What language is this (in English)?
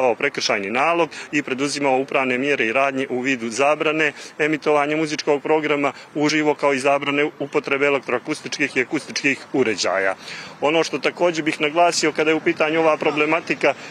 Serbian